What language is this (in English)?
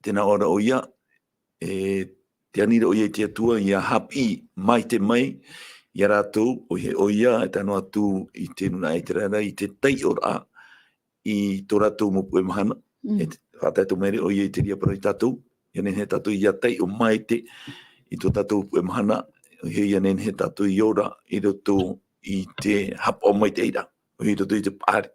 Tahitian